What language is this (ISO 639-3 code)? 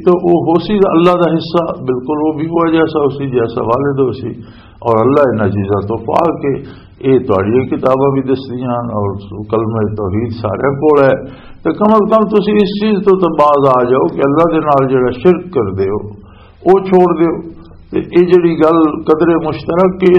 lah